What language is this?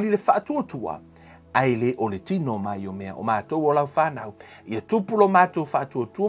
Samoan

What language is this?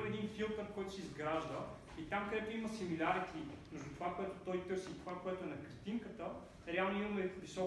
Bulgarian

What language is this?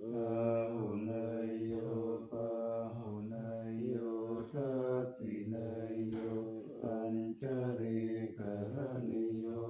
Pali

